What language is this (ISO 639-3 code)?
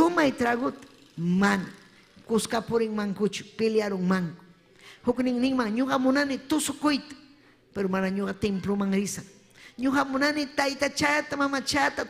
quy